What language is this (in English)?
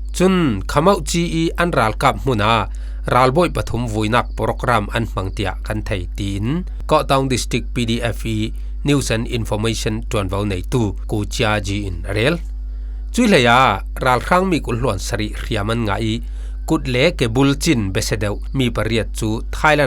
Falam Chin